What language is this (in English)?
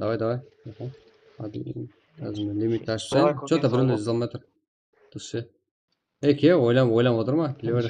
Kara-Kalpak